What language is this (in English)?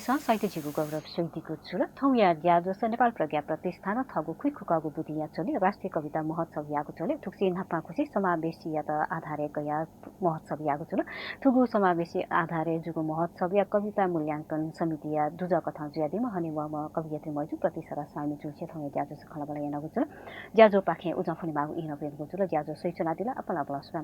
Newari